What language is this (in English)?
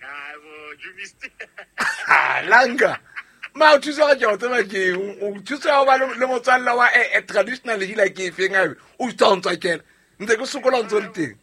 Southern Sotho